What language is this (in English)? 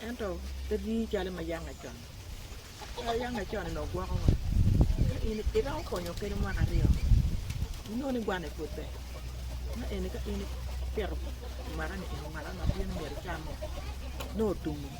Acoli